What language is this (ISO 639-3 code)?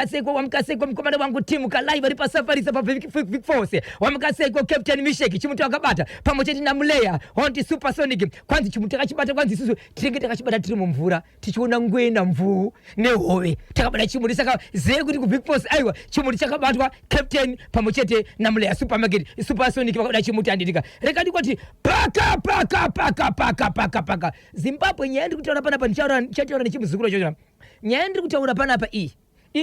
sna